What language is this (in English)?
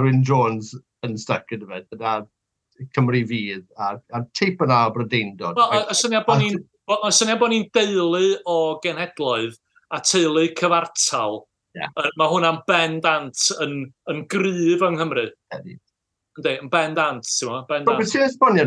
Welsh